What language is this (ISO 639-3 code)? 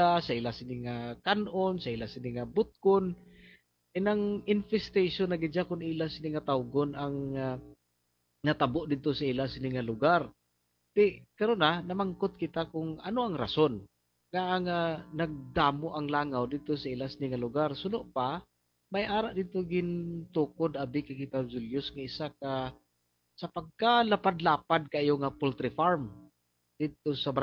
hil